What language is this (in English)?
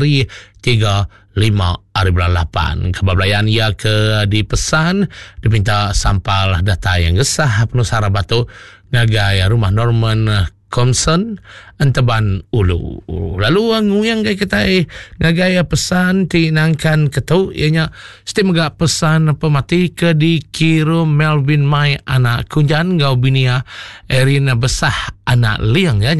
Iban